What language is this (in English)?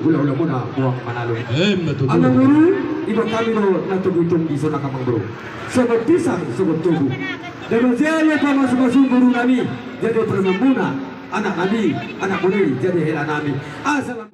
Batak Toba